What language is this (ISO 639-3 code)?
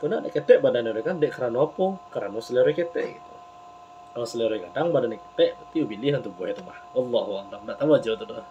min